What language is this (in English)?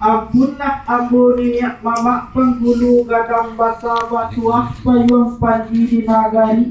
Minangkabau